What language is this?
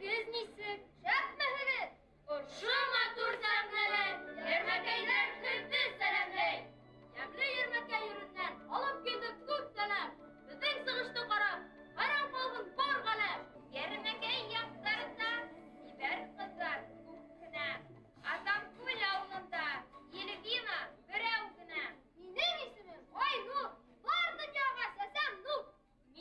Bashkir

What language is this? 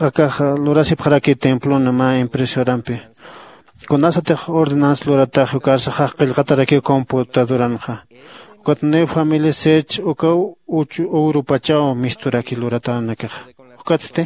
Aymara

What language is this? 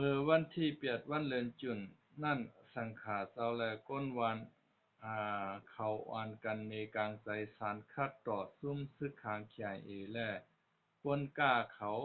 Shan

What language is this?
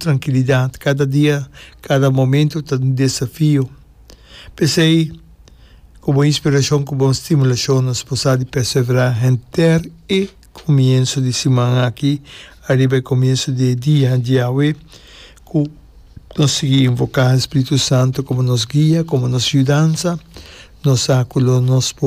Papiamento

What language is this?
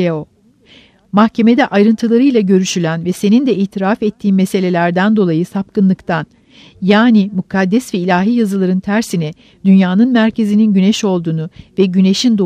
Turkish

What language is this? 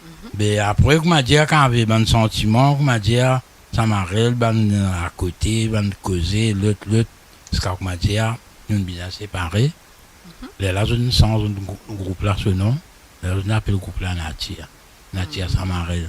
Morisyen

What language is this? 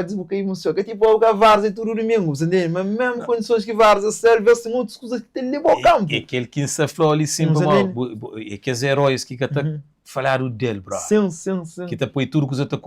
Kabuverdianu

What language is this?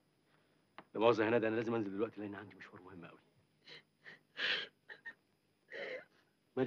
Egyptian Arabic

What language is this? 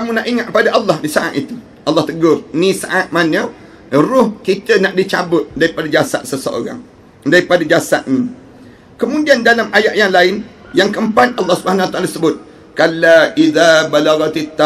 Malay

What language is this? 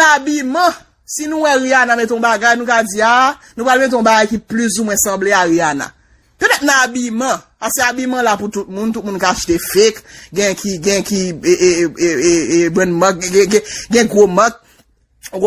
Haitian Creole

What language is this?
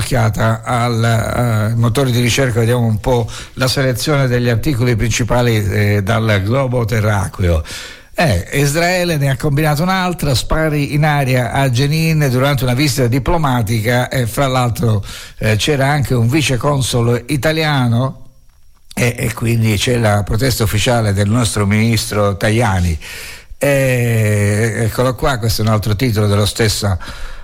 Italian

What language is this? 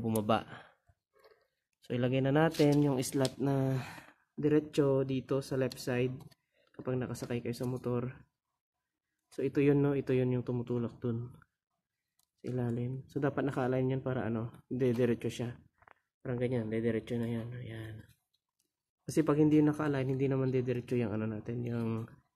Filipino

